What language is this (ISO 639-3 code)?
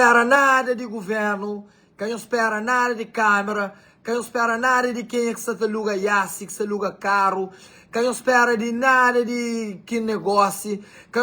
kea